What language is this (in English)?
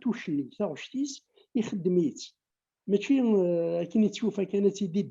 Kabyle